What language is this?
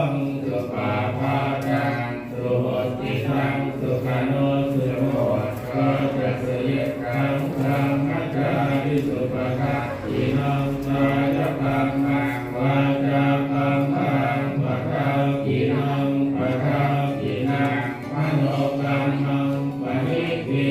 Pali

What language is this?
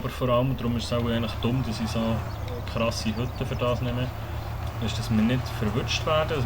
Swiss German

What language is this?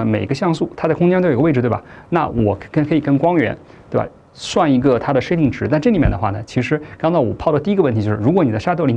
Chinese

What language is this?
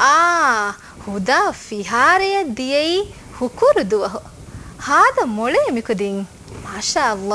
Divehi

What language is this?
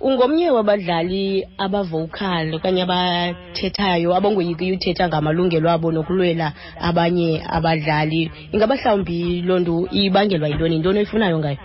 Xhosa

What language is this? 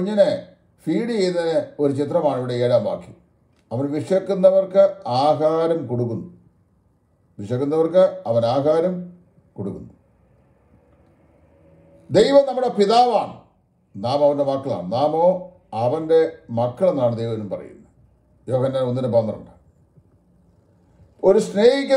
Malayalam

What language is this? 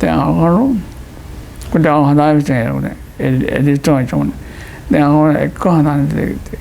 Divehi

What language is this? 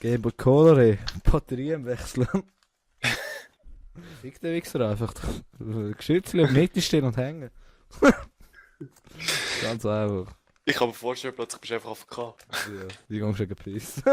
Swiss German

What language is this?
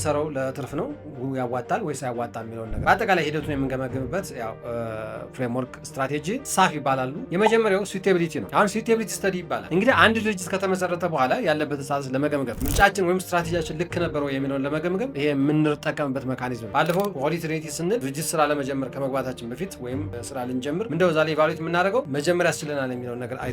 Amharic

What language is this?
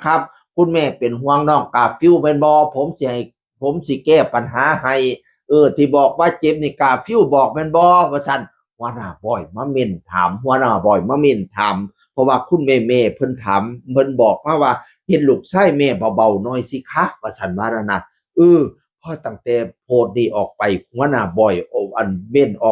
Northeastern Thai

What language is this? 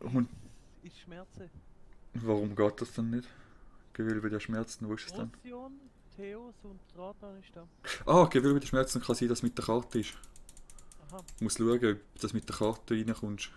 Swiss German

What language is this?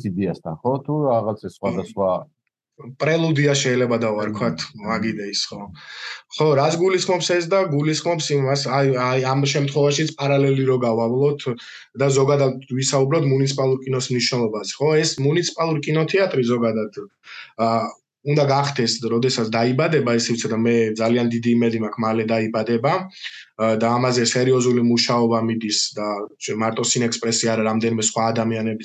Georgian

